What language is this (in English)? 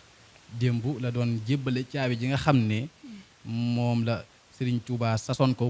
Wolof